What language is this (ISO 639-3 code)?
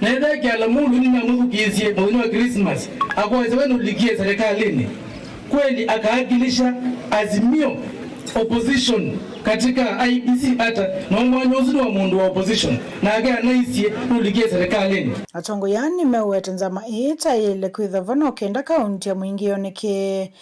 kam